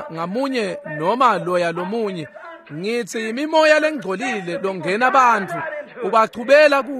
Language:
Swati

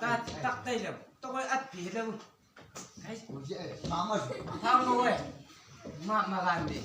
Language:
Chang Naga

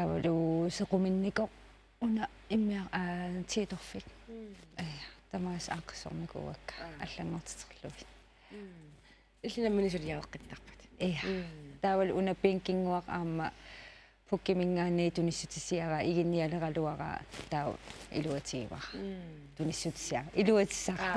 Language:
Kalaallisut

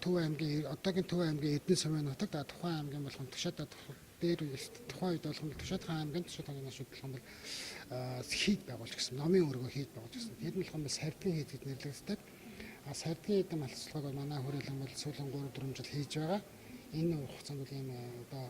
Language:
Mongolian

